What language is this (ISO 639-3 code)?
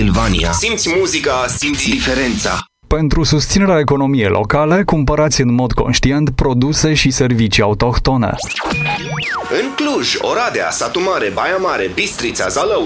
ron